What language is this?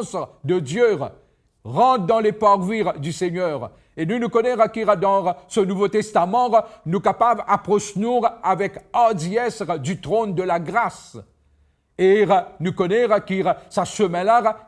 Morisyen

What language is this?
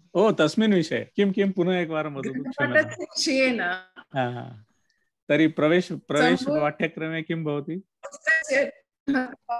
Sanskrit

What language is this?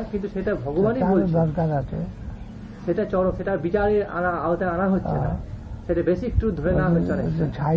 Bangla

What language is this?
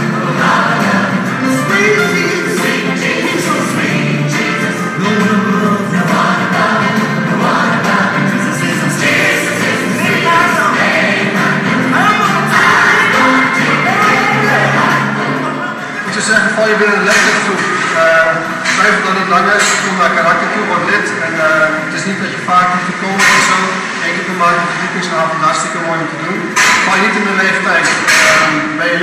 Dutch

